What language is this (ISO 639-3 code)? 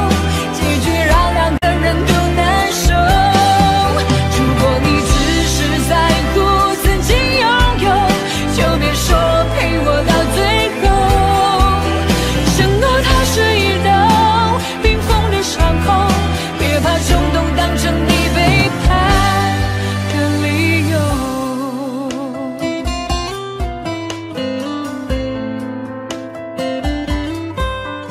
zho